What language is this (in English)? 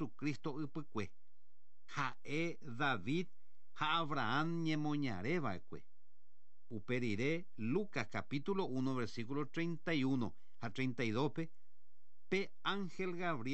Guarani